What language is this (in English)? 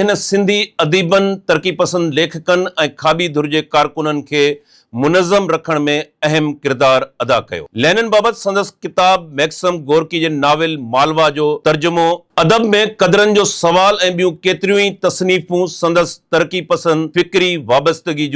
Sindhi